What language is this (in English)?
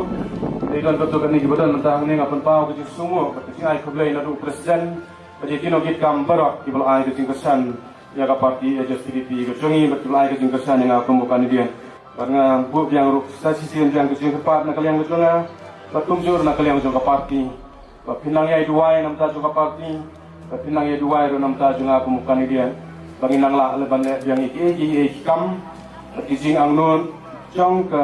Khasi